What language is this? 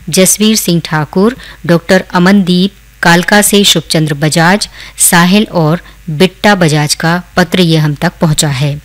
Hindi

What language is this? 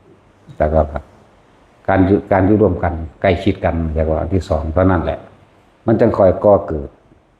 Northeastern Thai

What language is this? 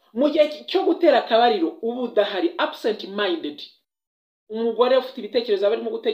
Kinyarwanda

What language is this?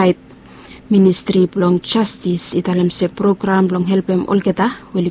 Bislama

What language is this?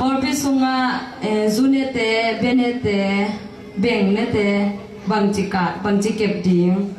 Tedim Chin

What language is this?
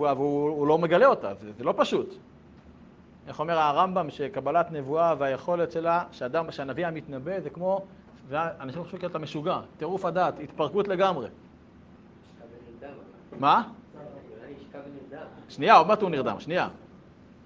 Hebrew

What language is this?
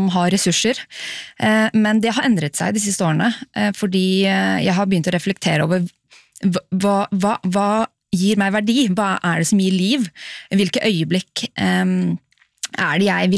Norwegian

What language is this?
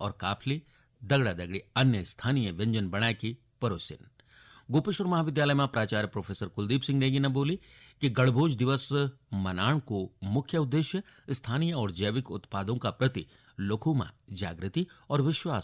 Garhwali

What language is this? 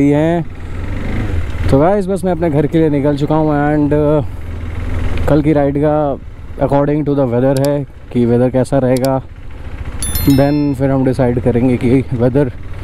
Hindi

